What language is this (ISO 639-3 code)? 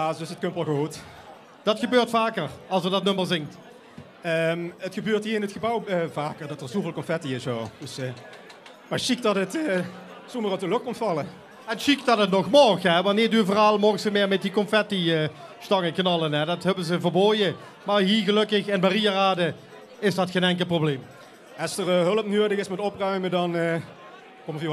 lim